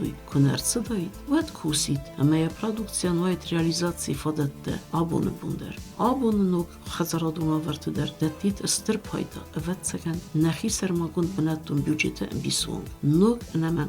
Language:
Ossetic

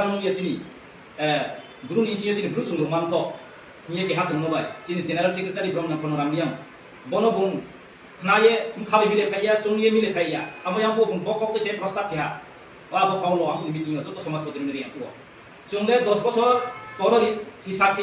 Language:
Riang (India)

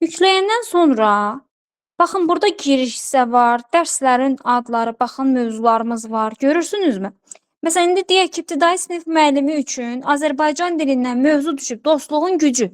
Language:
Azerbaijani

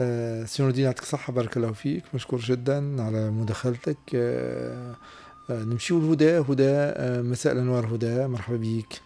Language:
Tunisian Arabic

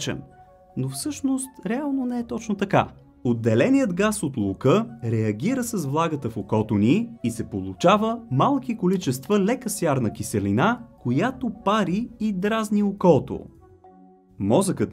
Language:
Bulgarian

